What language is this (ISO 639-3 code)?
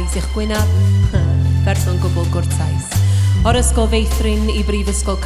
cym